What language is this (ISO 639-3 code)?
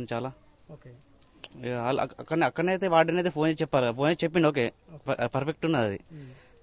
tel